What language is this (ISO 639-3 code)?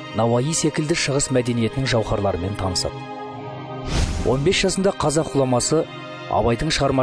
kaz